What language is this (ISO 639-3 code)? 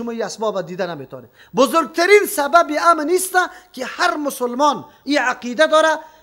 fas